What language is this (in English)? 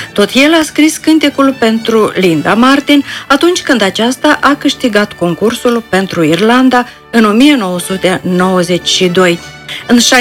Romanian